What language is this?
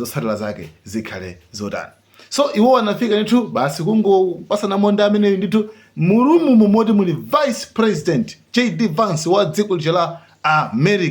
Nyanja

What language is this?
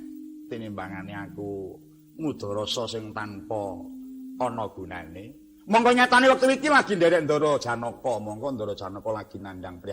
Javanese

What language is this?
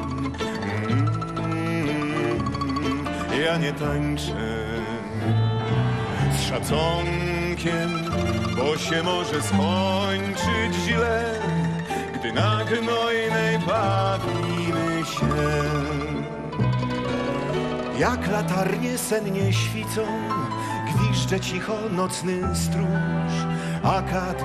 Polish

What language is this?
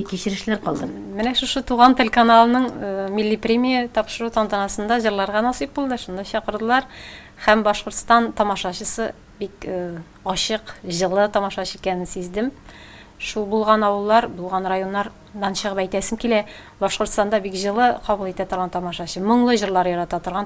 Tatar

